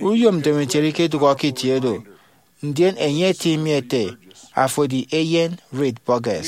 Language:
Efik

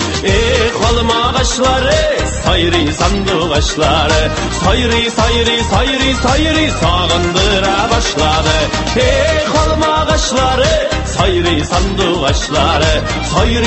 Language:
Tatar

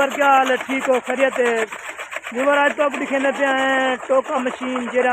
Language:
Saraiki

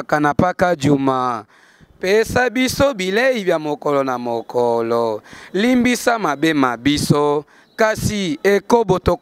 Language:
Lingala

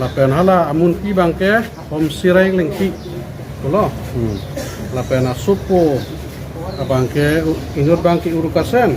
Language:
Karbi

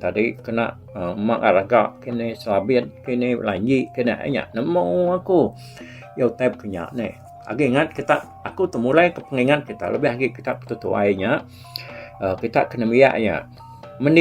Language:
Iban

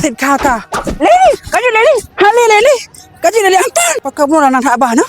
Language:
Achinese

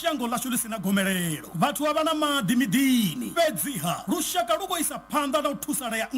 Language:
Venda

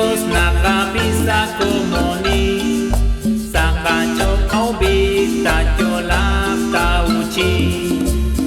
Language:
Kekchí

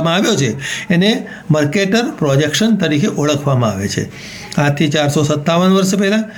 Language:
Gujarati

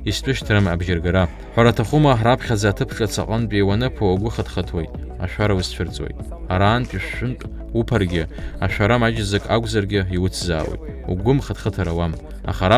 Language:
Abkhazian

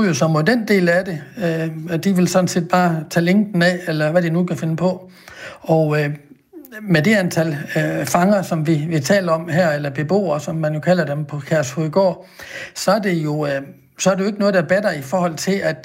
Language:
Danish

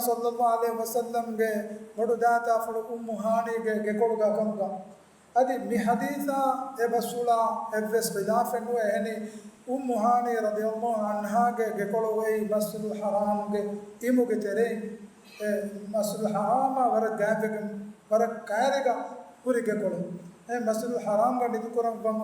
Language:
Divehi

